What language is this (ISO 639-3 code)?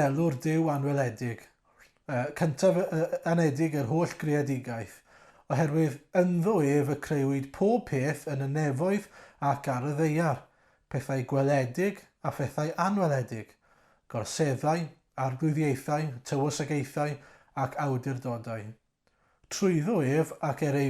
cym